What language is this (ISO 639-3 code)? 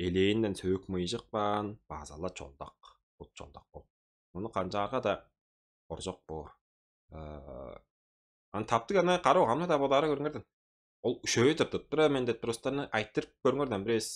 tyv